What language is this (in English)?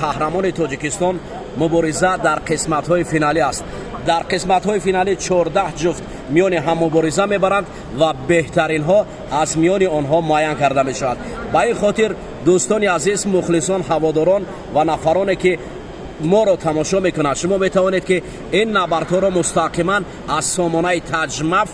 Tajik